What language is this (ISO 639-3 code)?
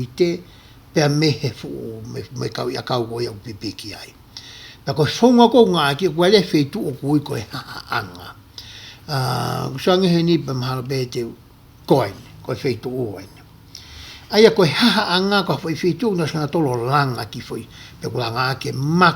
ton